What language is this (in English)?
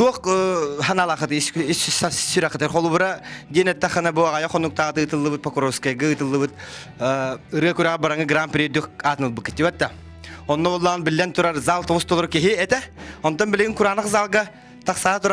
Yakut